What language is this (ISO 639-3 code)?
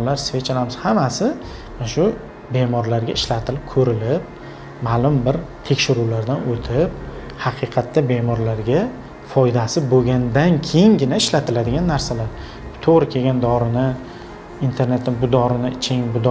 uzb